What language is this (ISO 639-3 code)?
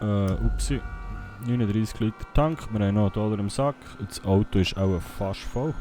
gsw